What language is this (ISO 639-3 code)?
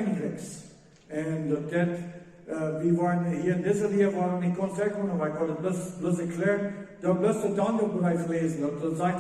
pdt